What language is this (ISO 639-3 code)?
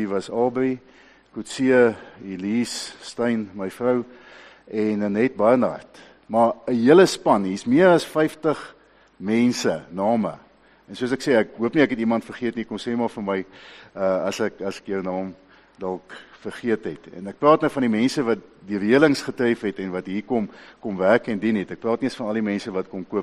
afr